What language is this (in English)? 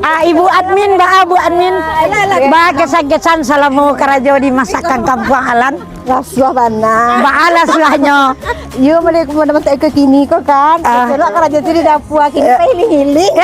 Minangkabau